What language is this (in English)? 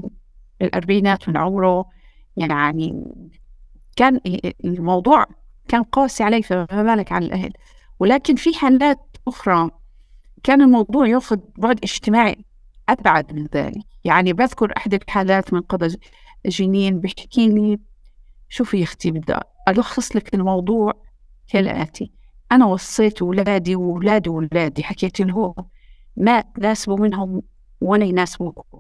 North Levantine Arabic